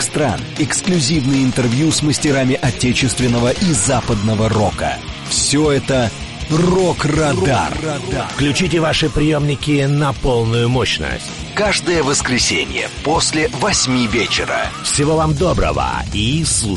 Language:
Russian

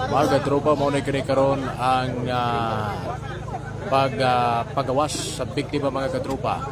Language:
Cebuano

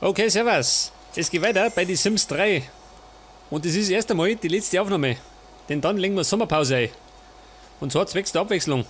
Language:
Bavarian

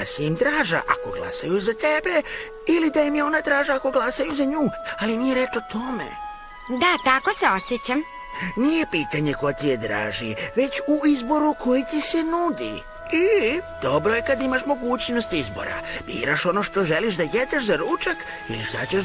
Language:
Serbian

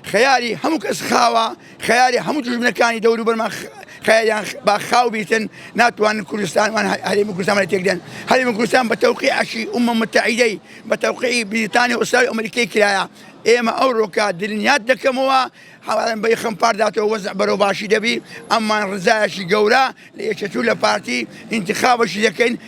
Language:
Central Kurdish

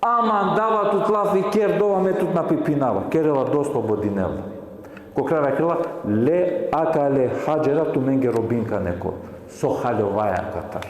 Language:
Balkan Romani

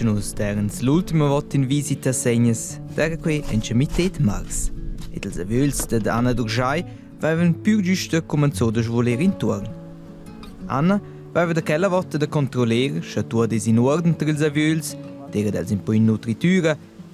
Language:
Romansh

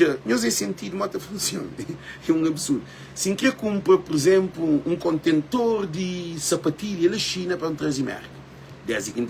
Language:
Kabuverdianu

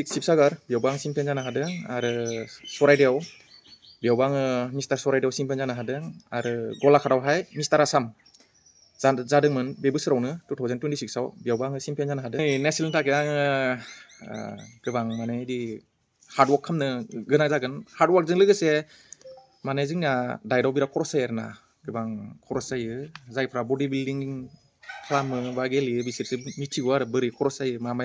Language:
Bodo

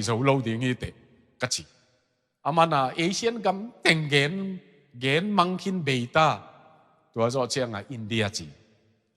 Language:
Tedim Chin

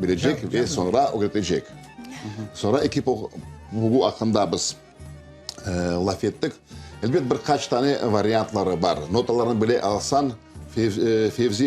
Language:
Crimean Tatar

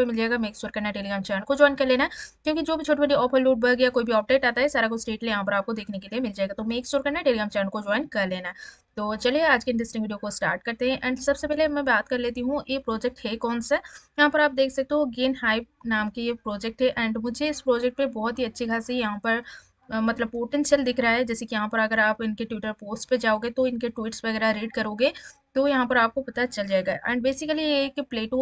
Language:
Hindi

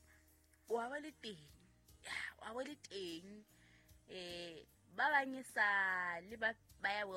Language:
Southern Sotho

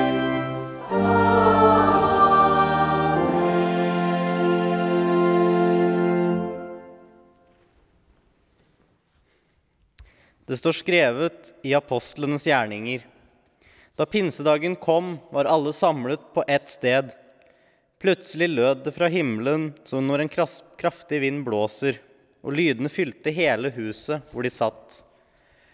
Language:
Norwegian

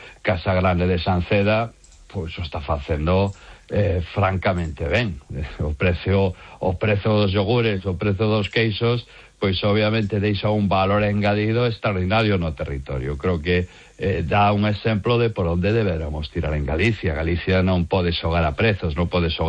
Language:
Galician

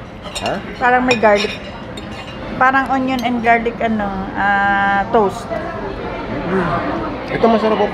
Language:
Filipino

